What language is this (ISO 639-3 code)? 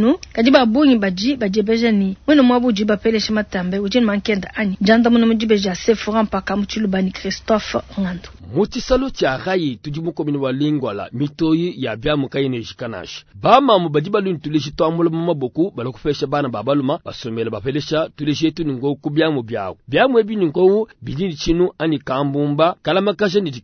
lua